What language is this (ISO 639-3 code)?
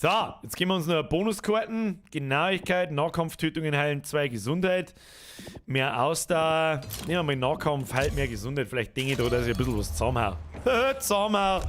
bar